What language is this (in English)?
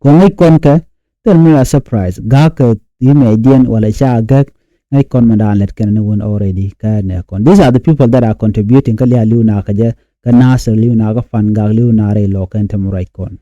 Nuer